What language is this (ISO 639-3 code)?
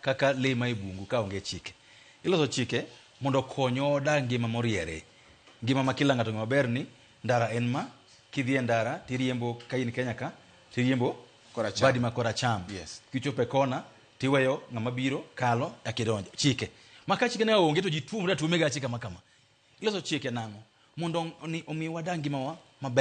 luo